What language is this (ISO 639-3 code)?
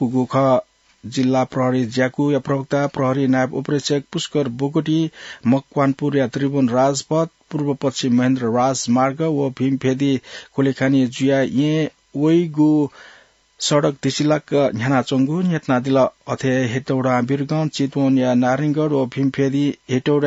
new